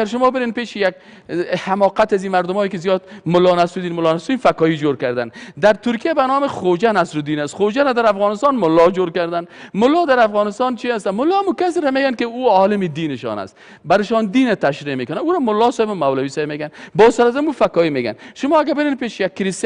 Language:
Persian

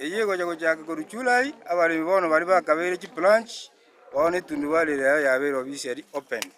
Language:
Gusii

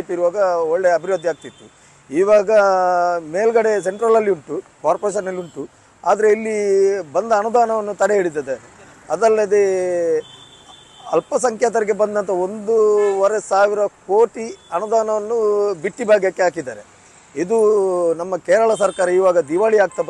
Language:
Kannada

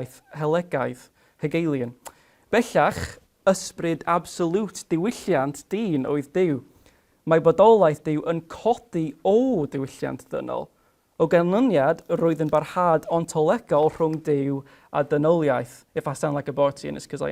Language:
Welsh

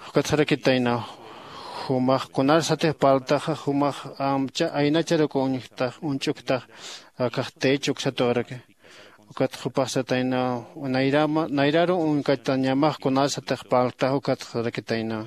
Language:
Aymara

